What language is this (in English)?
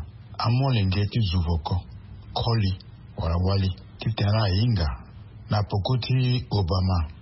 Sango